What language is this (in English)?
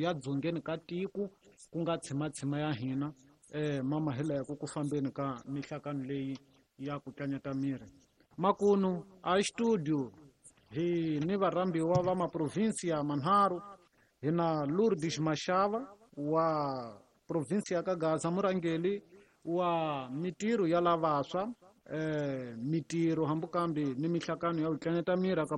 Tsonga